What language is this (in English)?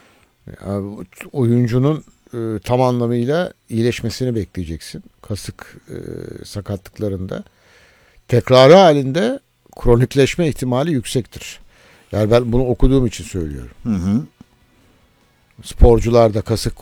Turkish